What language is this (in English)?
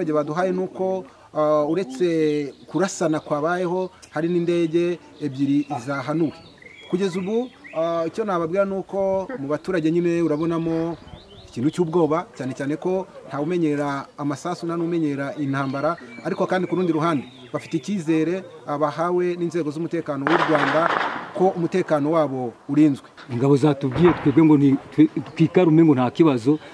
Kinyarwanda